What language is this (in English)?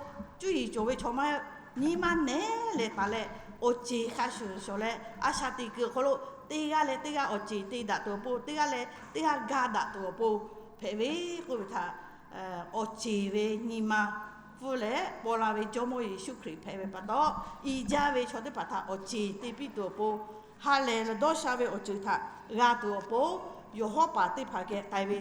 Lahu